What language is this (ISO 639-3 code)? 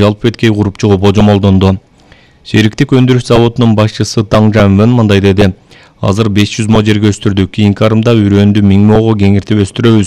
kir